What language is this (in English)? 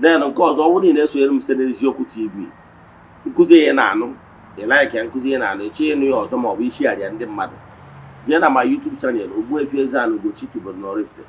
Igbo